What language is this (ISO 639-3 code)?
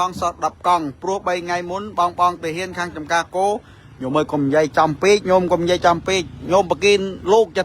khm